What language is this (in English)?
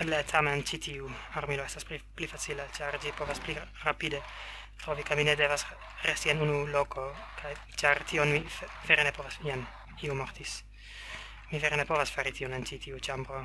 Esperanto